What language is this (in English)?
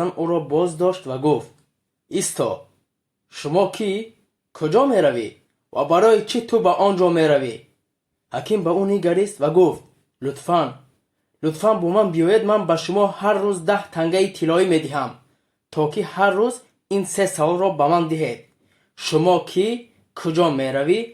Tajik